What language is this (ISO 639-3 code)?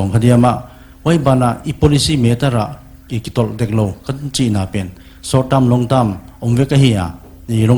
pck